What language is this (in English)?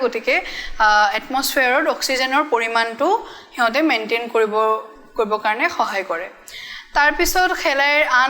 Assamese